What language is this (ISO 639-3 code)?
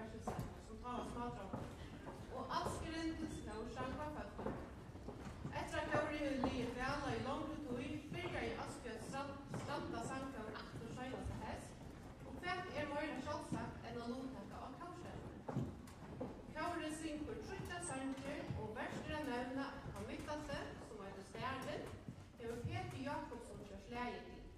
fao